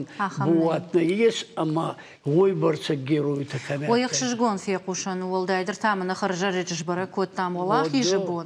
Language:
Ossetic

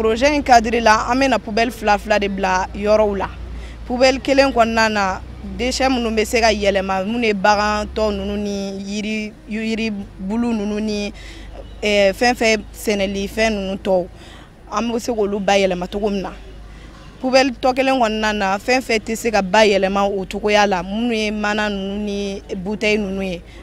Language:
Bambara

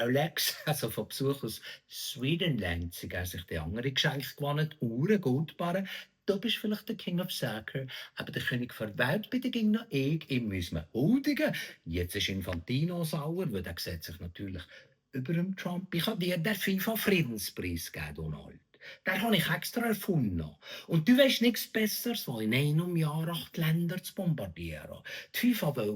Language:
Swiss German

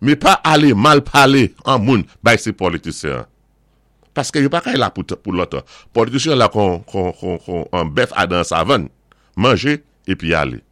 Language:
Saint Lucian Creole French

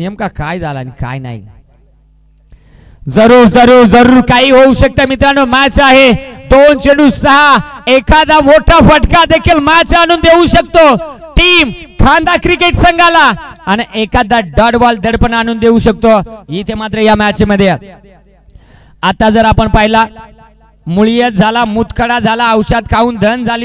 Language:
Marathi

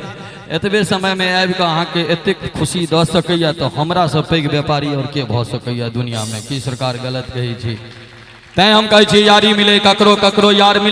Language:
Maithili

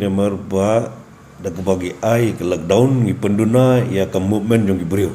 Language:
Khasi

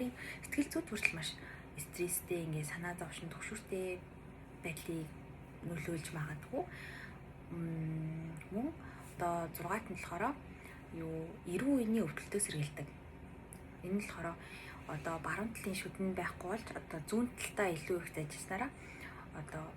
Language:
Mongolian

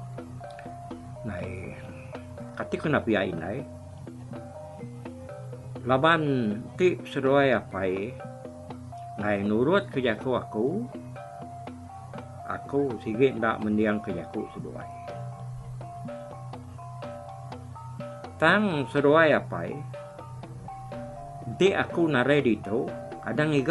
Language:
Iban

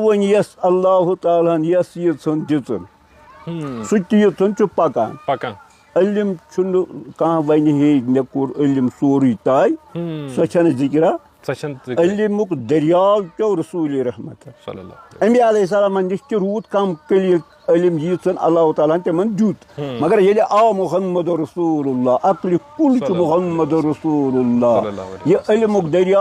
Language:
Kashmiri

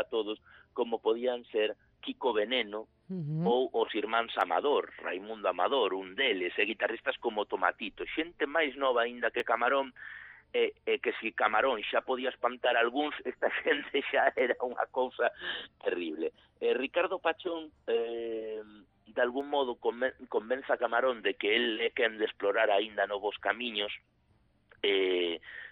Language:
Galician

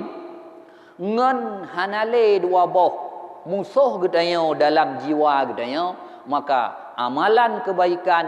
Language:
Achinese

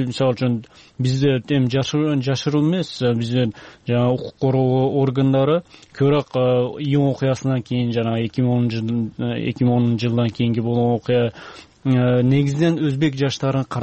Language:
Kyrgyz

